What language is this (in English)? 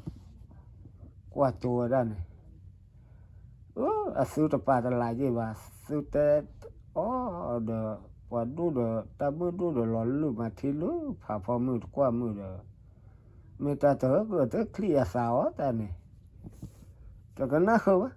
S'gaw Karen